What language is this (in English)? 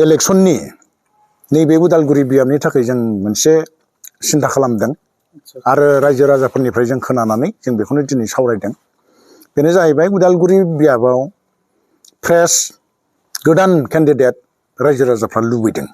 Bodo